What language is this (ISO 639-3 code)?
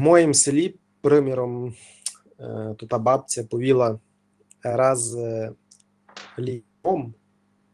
rue